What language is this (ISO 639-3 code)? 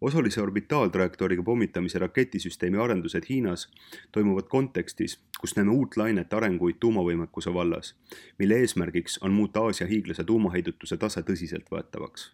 est